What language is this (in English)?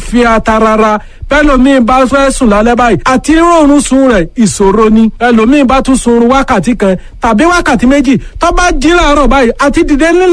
Yoruba